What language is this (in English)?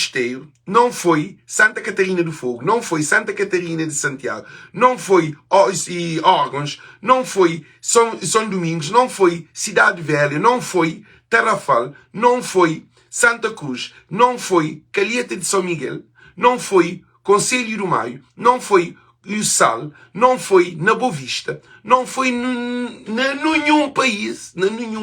Kabuverdianu